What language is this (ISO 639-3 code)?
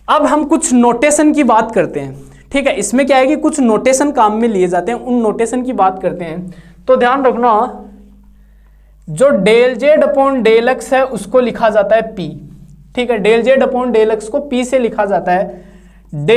hin